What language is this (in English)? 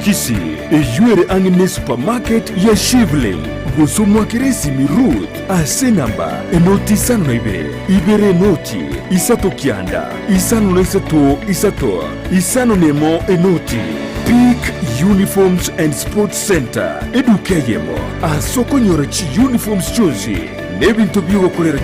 Gusii